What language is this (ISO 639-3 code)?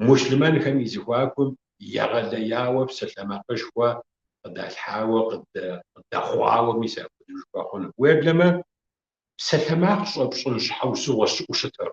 kbd